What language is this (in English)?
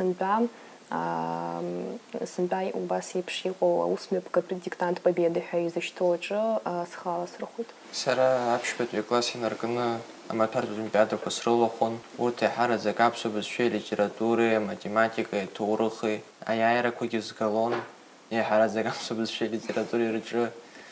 Abkhazian